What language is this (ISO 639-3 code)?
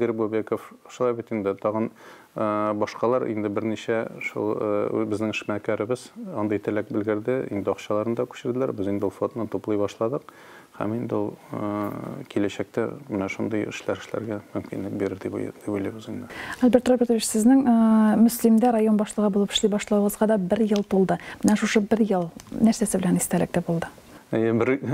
tat